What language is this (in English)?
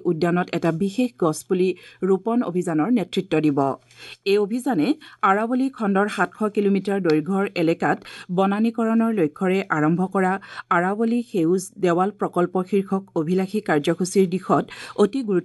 Assamese